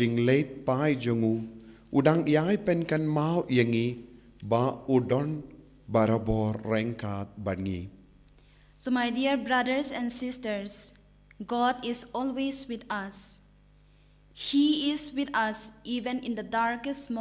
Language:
Khasi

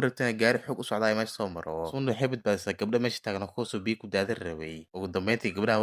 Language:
Somali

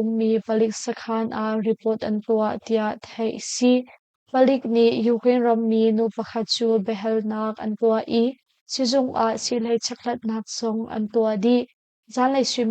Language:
Hakha Chin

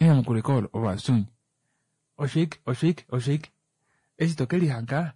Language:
Kuanyama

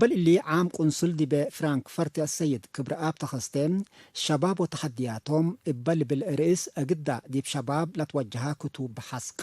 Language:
Tigre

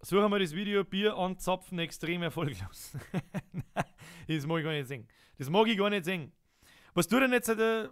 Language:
Bavarian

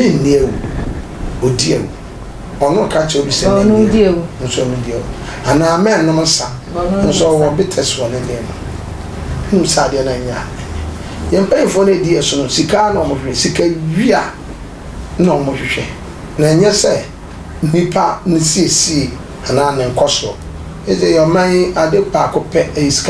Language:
Akan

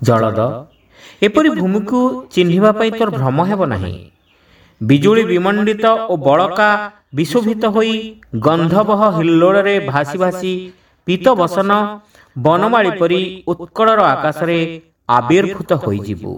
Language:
Odia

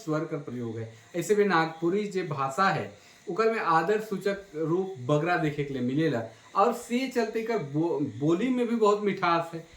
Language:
Sadri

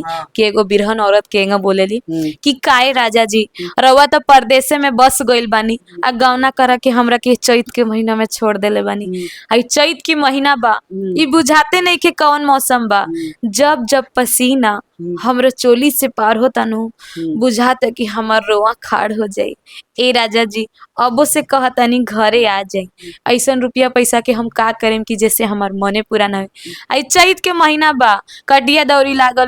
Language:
Bhojpuri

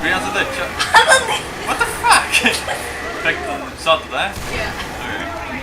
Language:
Faroese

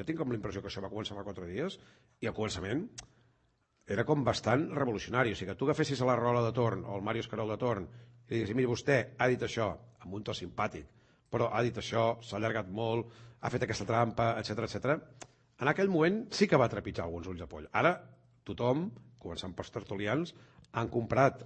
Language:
Catalan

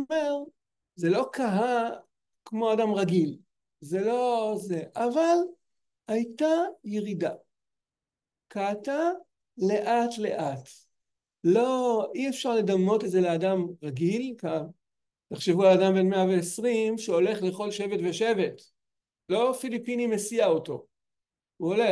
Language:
Hebrew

